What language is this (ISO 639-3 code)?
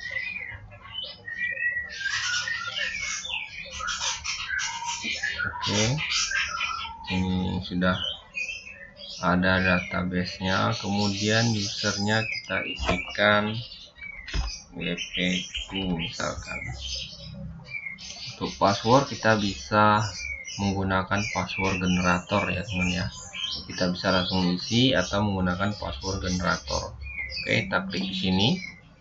ind